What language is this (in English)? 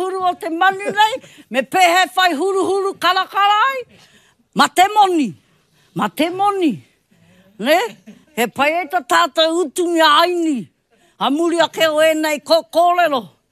Māori